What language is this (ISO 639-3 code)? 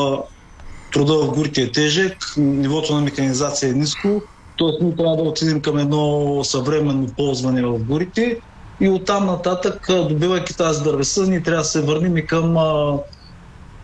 bul